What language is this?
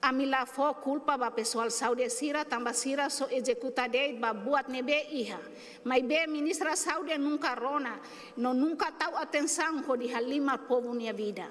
Tetum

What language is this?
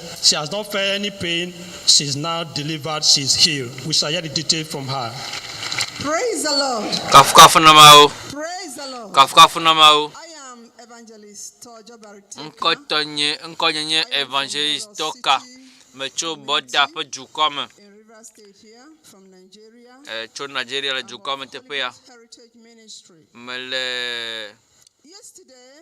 Ewe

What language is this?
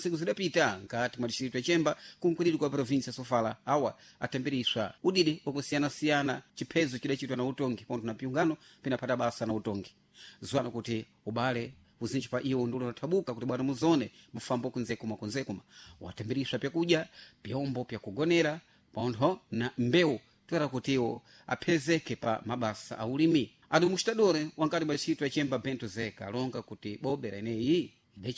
Sena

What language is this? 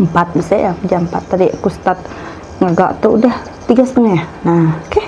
Iban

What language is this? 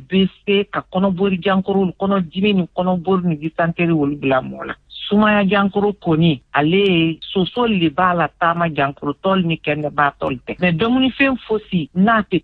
Bambara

